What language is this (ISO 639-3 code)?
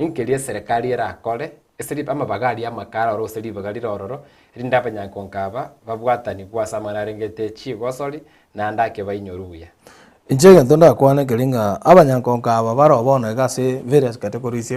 guz